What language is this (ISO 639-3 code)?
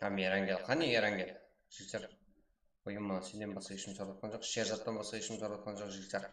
kaa